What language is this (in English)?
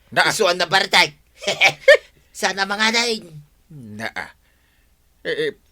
Iloko